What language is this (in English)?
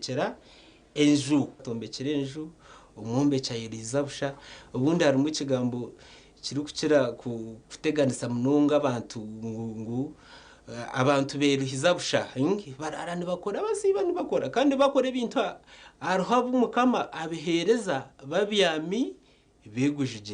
Nyankole